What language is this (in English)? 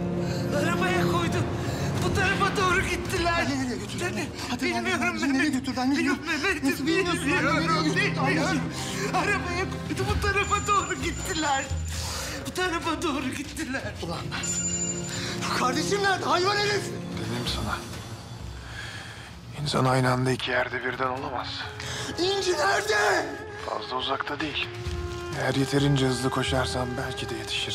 Turkish